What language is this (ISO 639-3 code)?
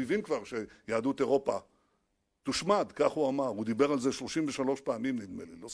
heb